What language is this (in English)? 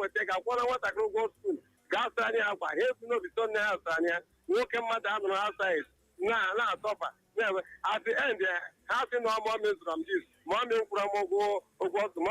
Igbo